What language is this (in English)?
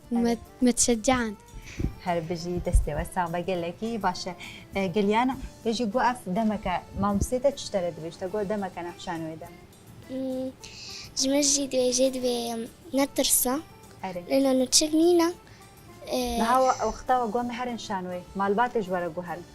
Kurdish